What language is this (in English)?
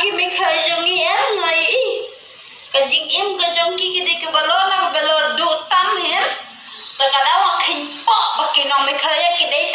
Khasi